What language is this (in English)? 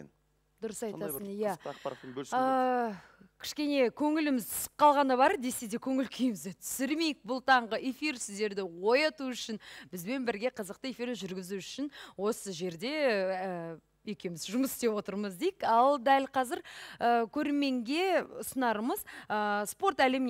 Kazakh